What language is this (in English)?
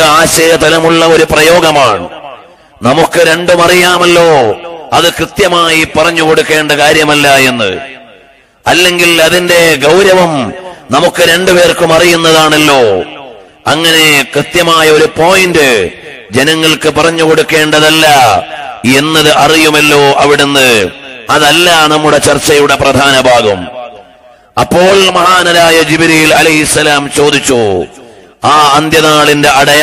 Malayalam